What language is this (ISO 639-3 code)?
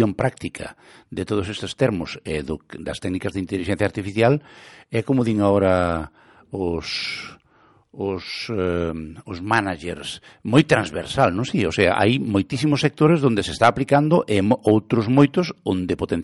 glg